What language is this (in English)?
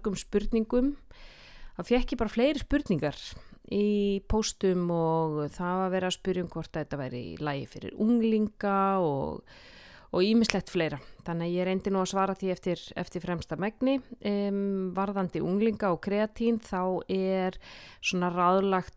Icelandic